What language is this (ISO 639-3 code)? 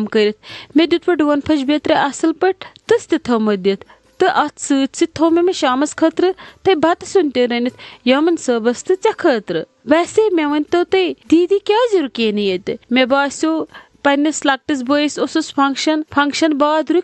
kas